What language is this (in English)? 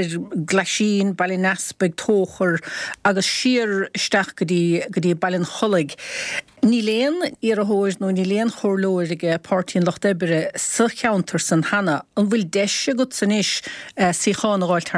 Irish